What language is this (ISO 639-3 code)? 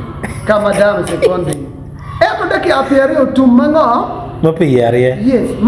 ach